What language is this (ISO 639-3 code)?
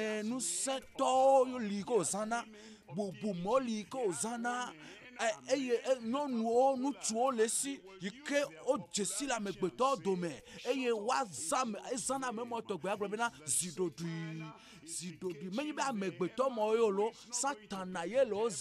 ewe